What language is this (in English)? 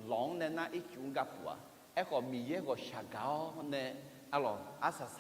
Akha